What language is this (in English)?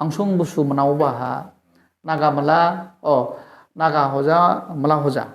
Dimasa